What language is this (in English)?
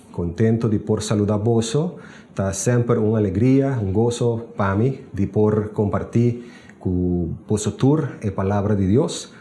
Papiamento